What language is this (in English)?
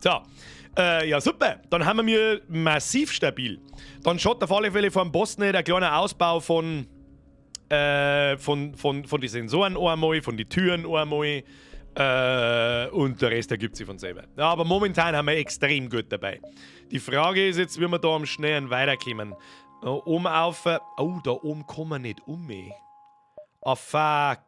Bavarian